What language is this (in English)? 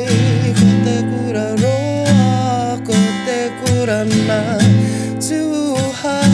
Māori